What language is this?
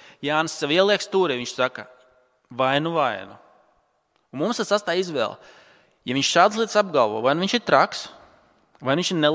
Latvian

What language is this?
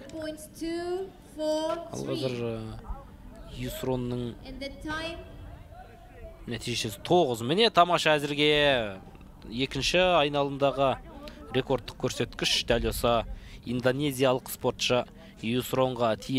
Kazakh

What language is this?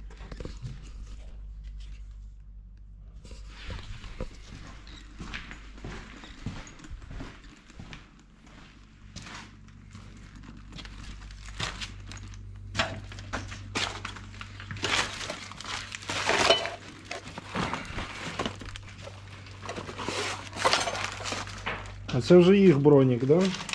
Ukrainian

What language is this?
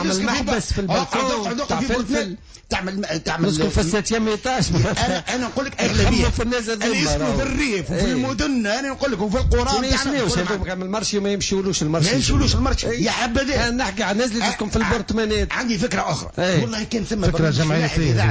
Tunisian Arabic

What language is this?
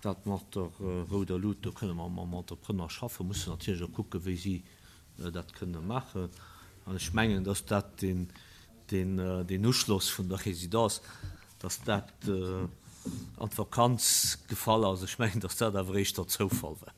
Luxembourgish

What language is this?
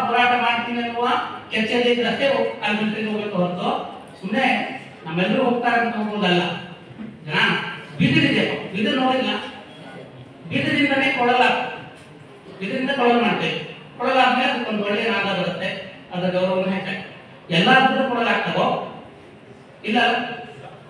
Kannada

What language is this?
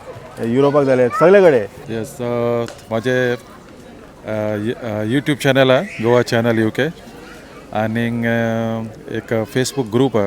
Konkani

